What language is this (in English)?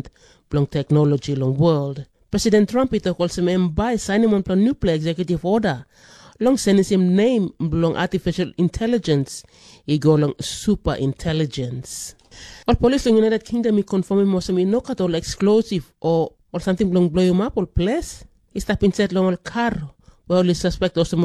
Tok Pisin